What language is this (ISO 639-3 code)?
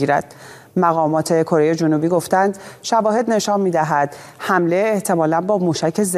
fas